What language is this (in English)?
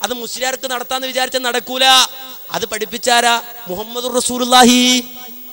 Malayalam